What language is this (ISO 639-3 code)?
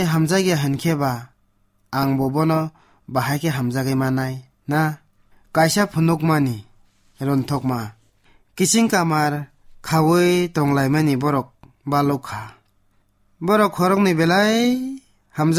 trp